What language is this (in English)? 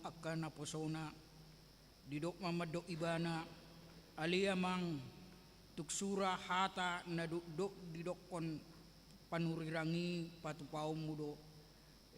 Batak Toba